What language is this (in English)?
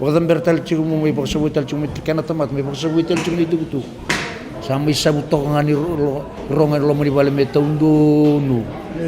Fijian